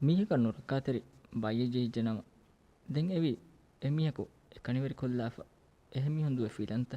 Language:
Divehi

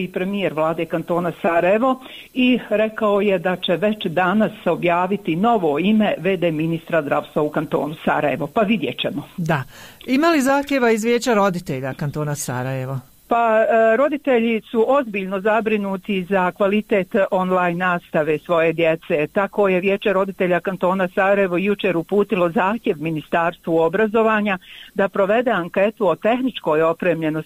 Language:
Bosnian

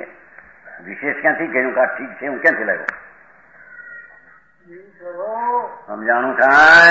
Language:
Gujarati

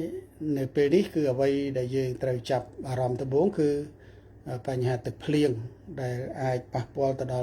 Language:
Khmer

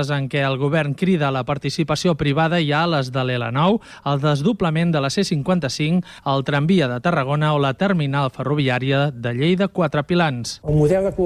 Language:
Catalan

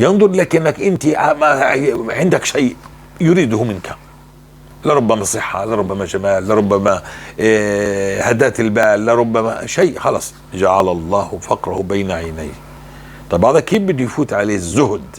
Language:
North Levantine Arabic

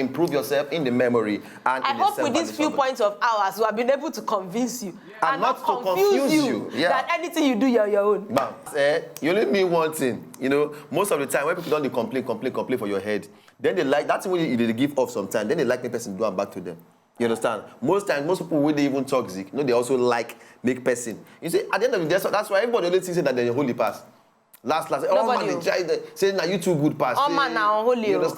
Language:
Nigerian Pidgin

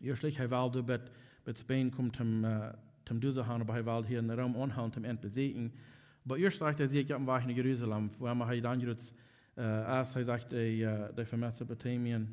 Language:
Plautdietsch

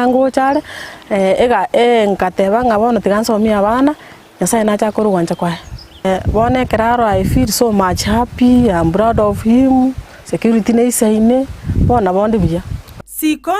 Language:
Gusii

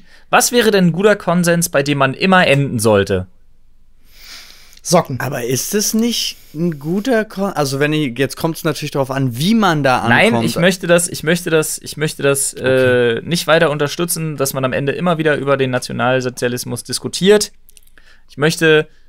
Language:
German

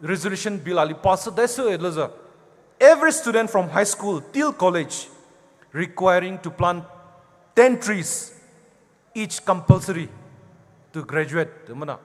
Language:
Poumei Naga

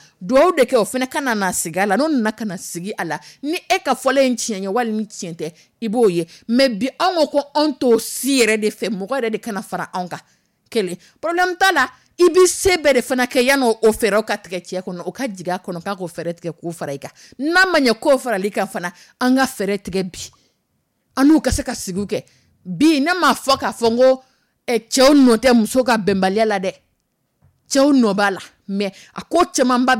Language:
Dyula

